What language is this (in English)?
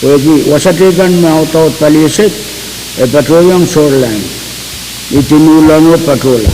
Pohnpeian